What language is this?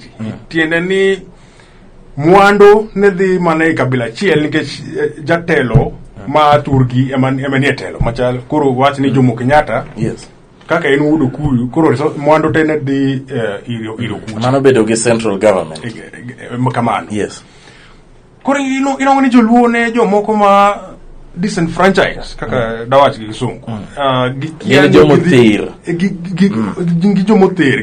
Luo (Kenya and Tanzania)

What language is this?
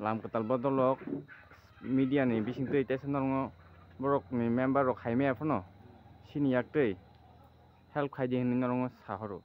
Kok Borok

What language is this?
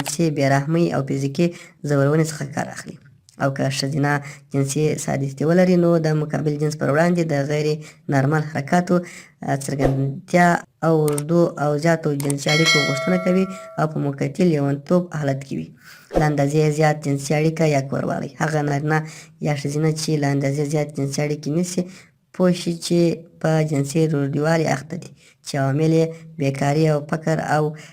Pashto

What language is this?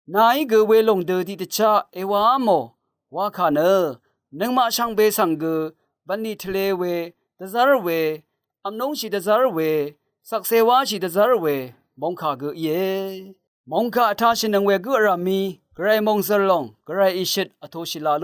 Rawang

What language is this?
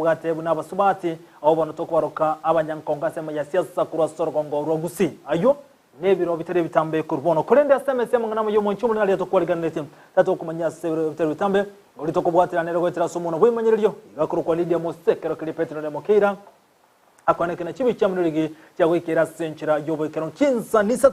Gusii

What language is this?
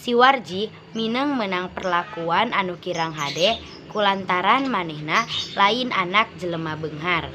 Sundanese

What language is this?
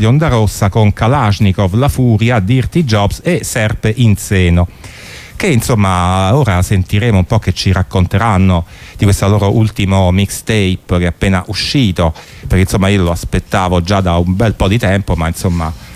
Italian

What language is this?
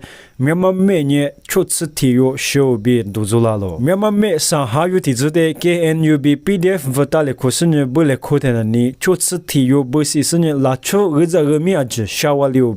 Lisu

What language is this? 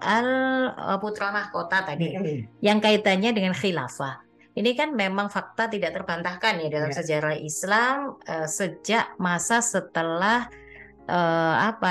Indonesian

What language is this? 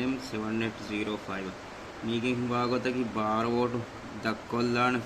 Divehi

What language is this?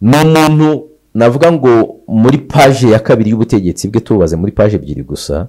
Kinyarwanda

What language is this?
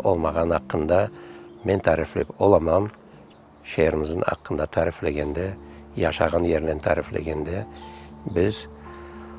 Crimean Tatar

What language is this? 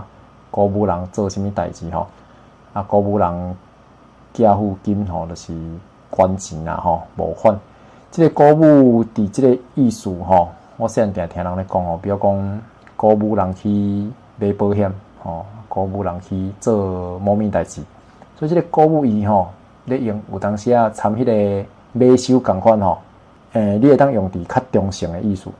Min Nan Chinese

